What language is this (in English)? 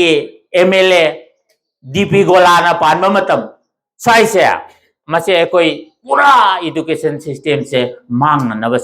Manipuri